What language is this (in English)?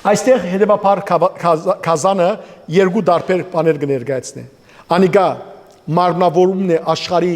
Western Armenian